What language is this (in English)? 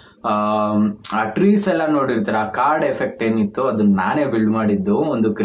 Kannada